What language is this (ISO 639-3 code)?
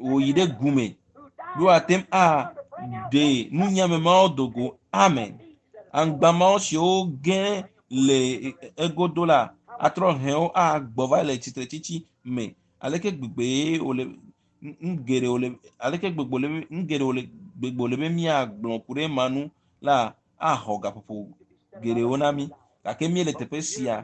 ewe